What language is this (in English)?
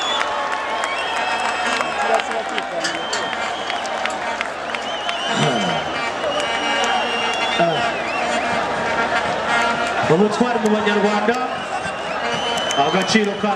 Kinyarwanda